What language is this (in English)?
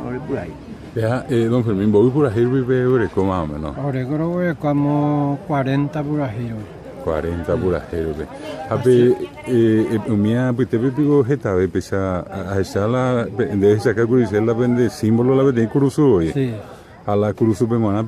Guarani